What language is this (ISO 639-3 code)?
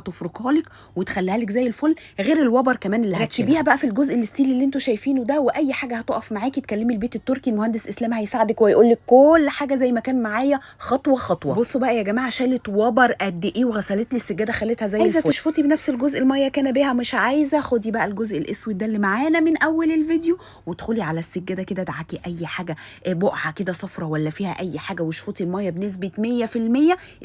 arz